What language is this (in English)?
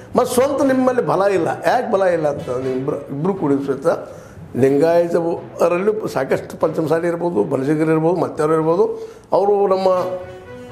Kannada